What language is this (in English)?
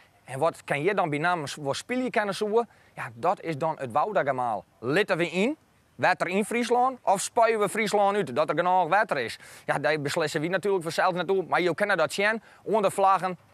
Western Frisian